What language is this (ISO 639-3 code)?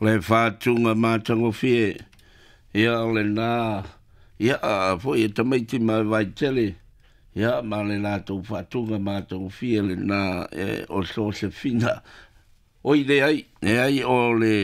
smo